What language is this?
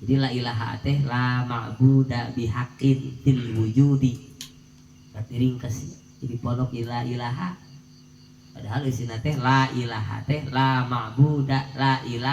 Sundanese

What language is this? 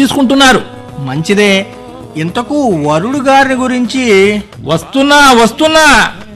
Telugu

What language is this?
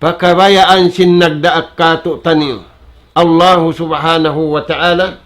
Tausug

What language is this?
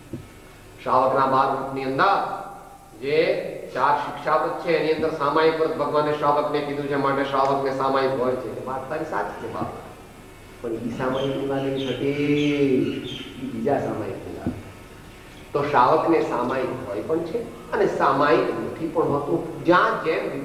Gujarati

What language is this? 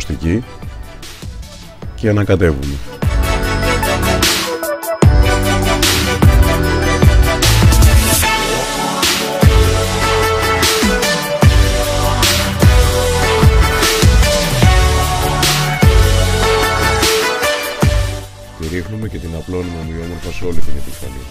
Greek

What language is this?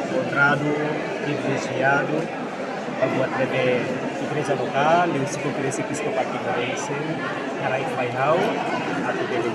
Tetum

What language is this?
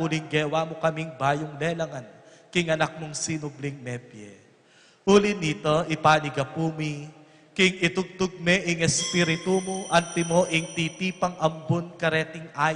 Pampanga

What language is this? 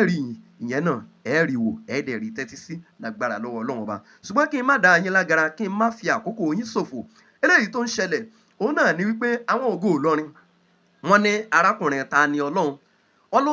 Yoruba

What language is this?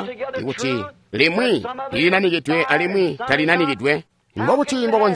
Tonga (Zambia)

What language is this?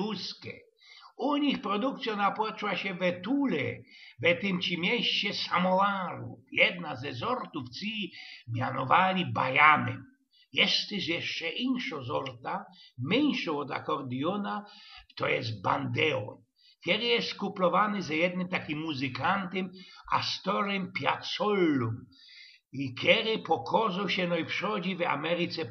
Silesian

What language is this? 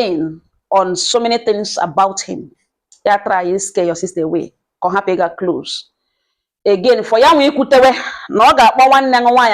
Igbo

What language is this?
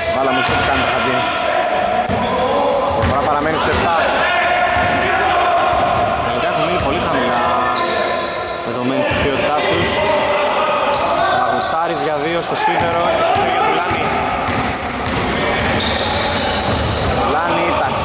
Greek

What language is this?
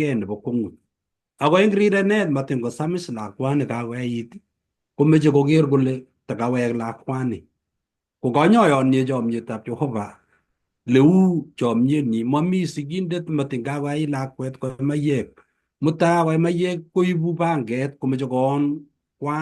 Kalenjin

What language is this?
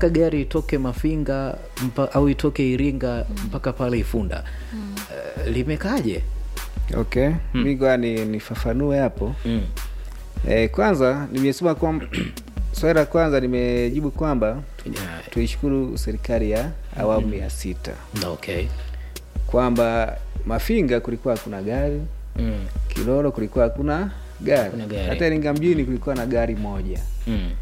Swahili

